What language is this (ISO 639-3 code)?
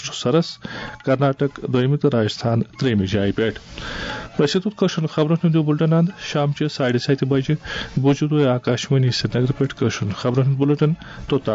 kas